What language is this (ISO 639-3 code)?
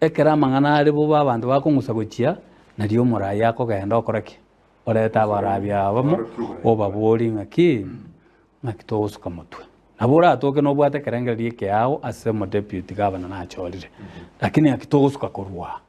guz